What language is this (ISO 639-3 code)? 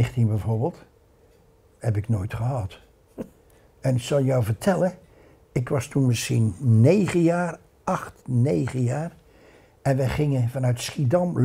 nld